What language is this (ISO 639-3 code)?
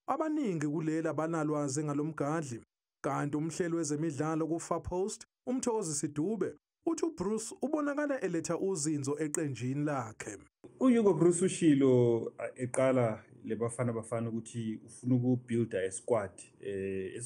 zul